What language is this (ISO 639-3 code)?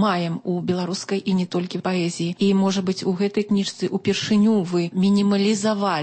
bel